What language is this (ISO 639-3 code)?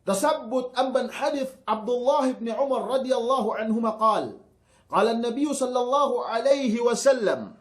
yka